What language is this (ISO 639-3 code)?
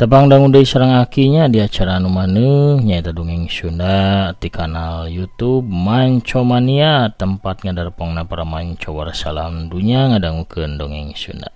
sun